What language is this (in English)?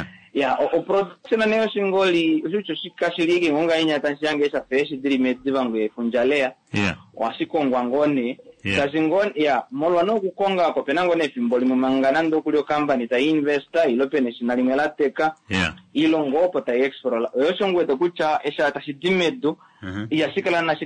Kuanyama